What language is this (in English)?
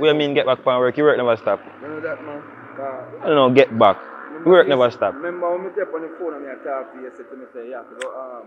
Jamaican Creole English